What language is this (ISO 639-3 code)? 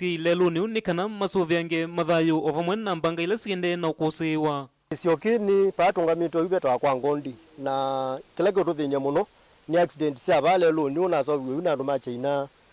kam